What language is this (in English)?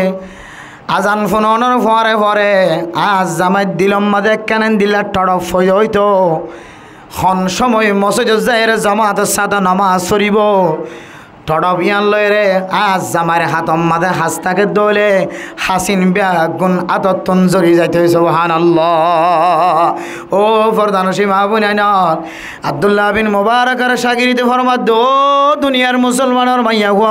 Rohingya